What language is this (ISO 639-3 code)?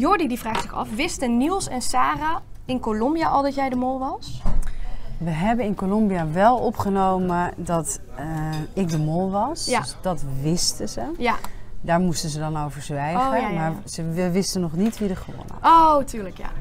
nld